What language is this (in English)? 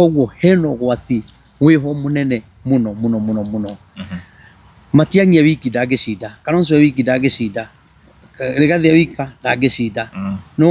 Kikuyu